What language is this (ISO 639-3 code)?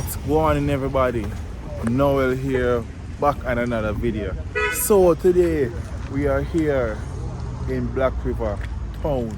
jam